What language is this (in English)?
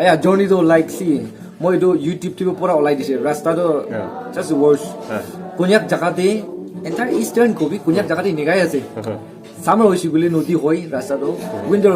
Naga Pidgin